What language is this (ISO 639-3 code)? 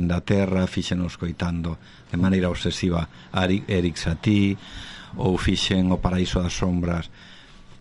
glg